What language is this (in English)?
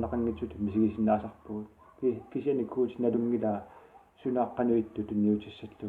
Kalaallisut